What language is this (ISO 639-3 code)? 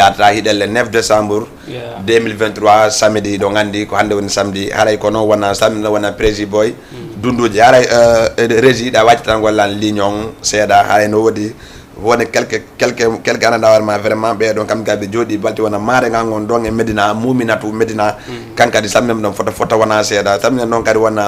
ful